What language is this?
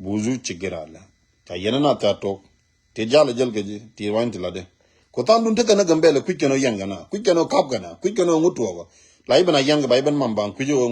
Nuer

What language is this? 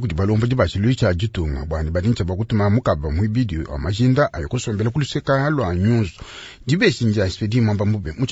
Luba-Lulua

